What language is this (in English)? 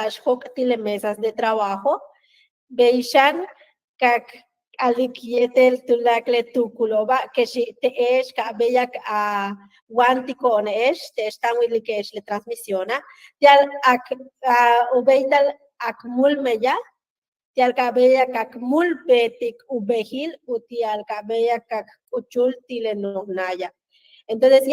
Yucateco